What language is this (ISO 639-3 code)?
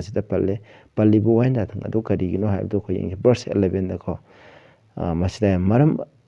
mni